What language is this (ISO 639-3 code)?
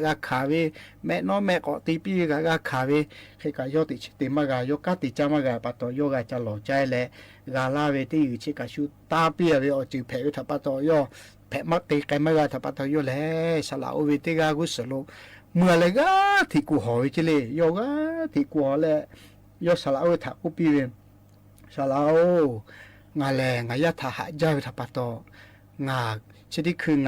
lhu